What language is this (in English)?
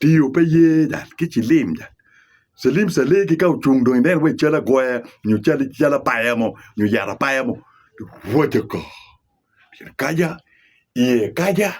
Acoli